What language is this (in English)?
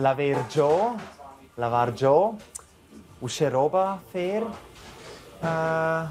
Romansh